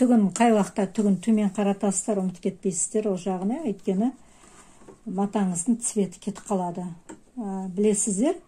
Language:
Kazakh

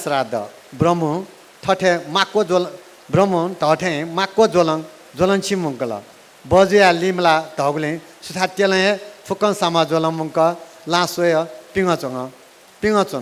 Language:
Newari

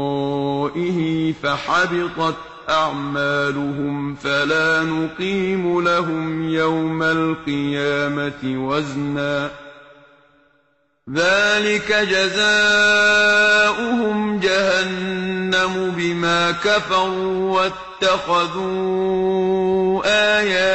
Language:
Arabic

